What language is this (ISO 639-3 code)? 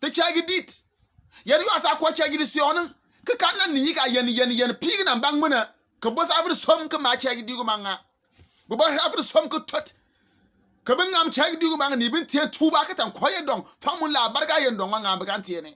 bim